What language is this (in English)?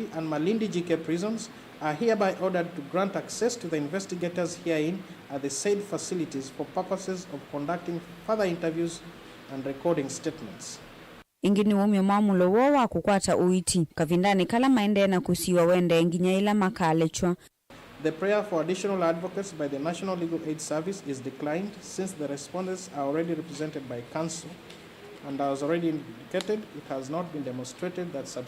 Kamba